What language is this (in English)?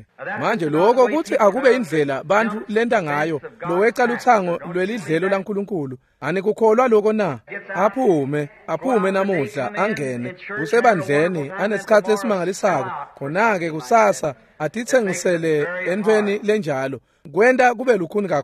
Swati